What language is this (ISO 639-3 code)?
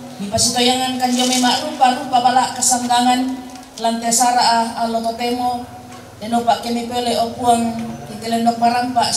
sda